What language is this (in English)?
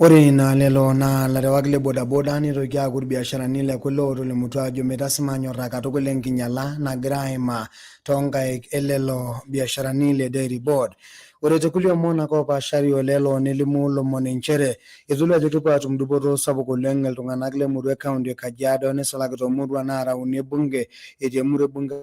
Masai